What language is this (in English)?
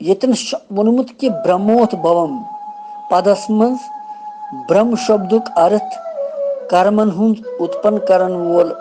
Kashmiri